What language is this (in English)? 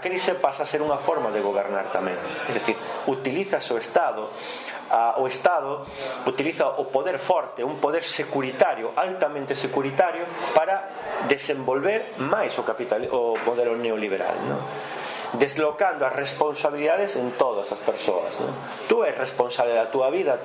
Galician